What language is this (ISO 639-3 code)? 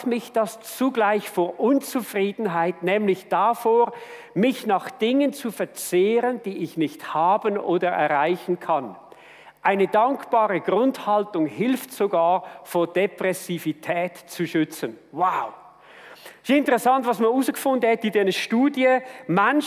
gsw